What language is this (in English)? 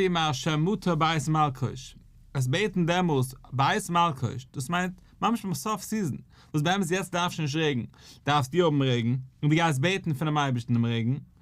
Yiddish